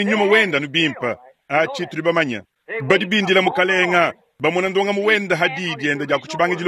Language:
Luba-Lulua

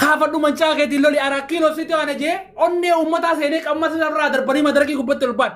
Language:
Oromo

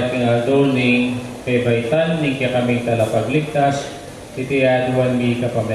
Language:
Pampanga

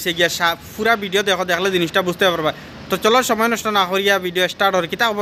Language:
Sylheti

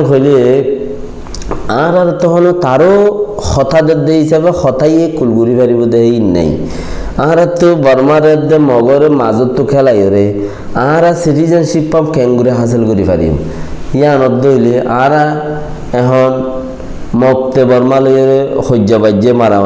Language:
Rohingya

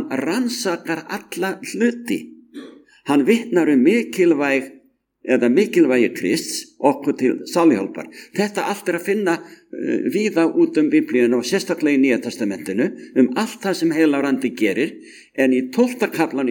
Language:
Icelandic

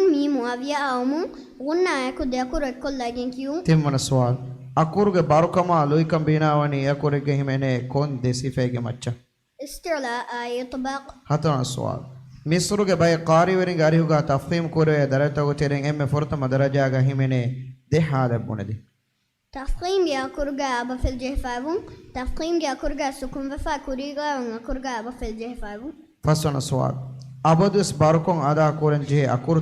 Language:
Divehi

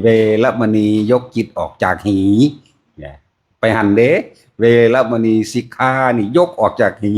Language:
Northeastern Thai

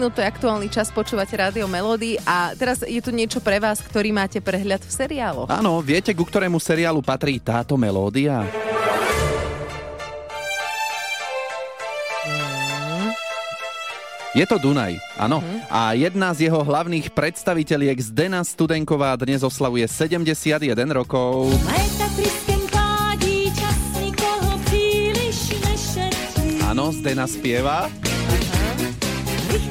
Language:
Slovak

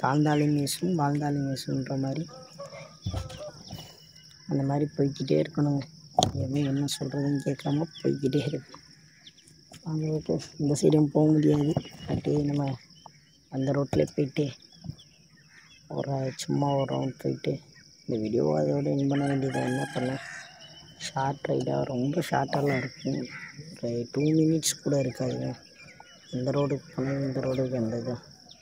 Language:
Tamil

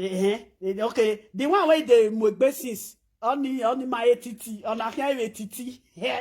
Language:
Nigerian Pidgin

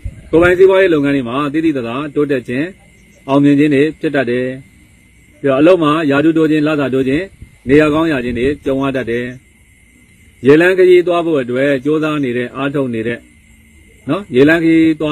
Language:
Burmese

